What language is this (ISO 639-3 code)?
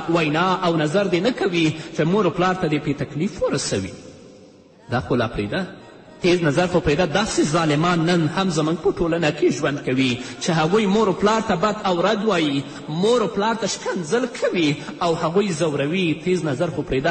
pus